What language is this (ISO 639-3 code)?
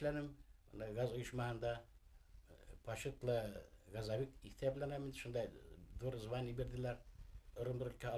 bak